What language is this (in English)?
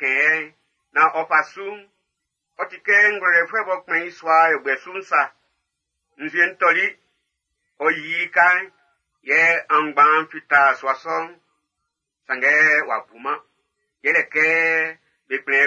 Baoulé